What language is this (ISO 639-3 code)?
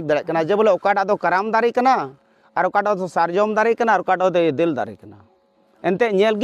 sat